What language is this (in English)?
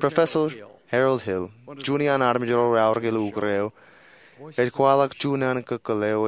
Marshallese